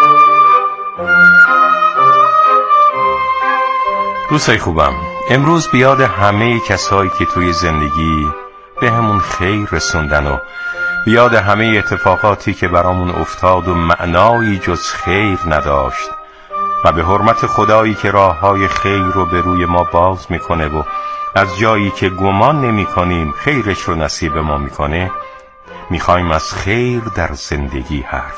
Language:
Persian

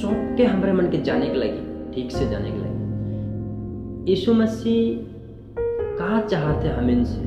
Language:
Sadri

